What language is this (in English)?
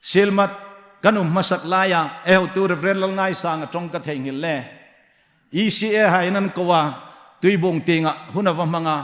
Hmar